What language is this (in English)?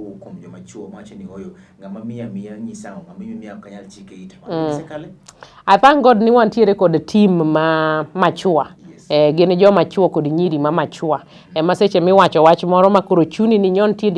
Luo (Kenya and Tanzania)